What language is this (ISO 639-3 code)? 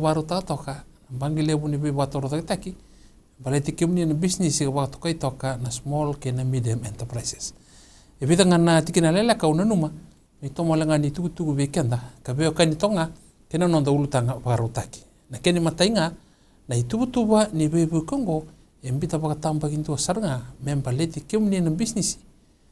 fij